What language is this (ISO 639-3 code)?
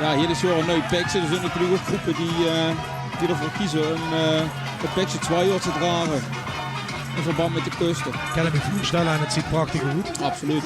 lim